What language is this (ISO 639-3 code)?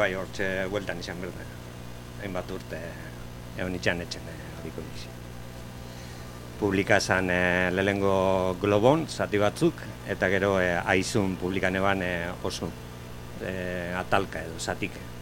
eus